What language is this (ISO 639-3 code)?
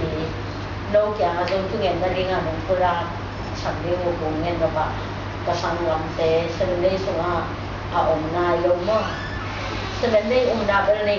ctd